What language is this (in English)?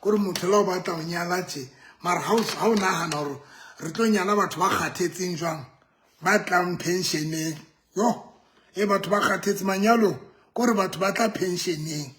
Southern Sotho